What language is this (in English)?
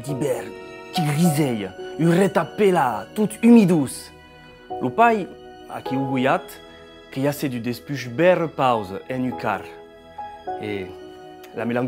Occitan